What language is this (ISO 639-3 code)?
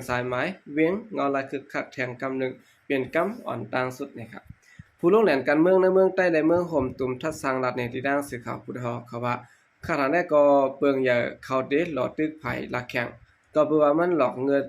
shn